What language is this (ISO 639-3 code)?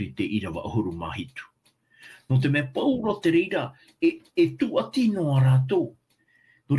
tah